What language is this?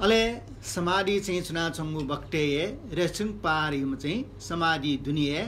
Newari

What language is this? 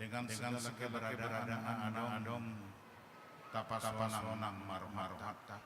Batak Toba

